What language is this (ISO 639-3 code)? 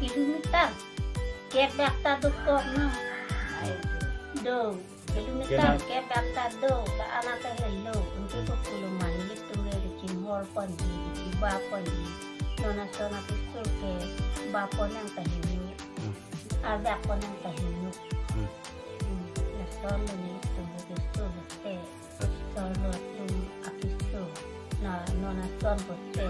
mjw